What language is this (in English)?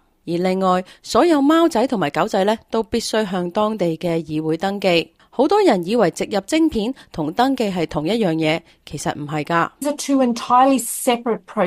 Cantonese